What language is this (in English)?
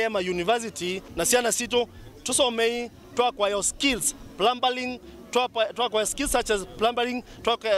Kamba